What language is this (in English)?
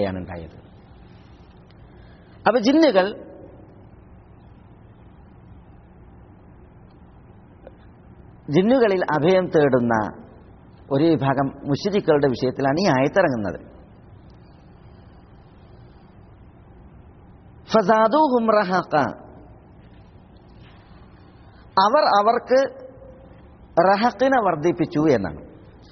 Malayalam